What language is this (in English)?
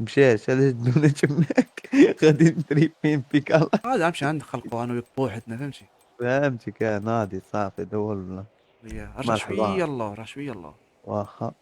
Moroccan Arabic